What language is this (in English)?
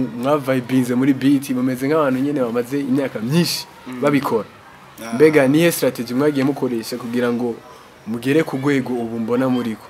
Rundi